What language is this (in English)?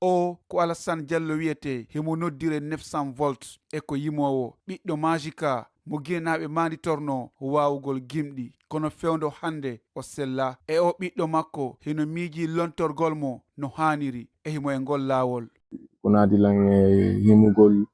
Fula